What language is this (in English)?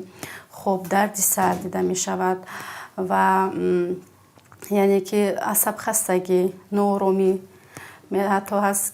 Tajik